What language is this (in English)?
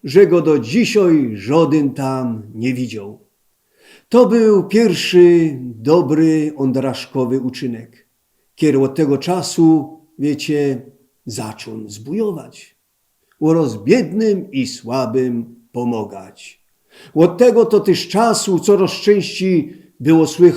Silesian